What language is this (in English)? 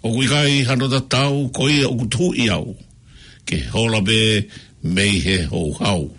Tongan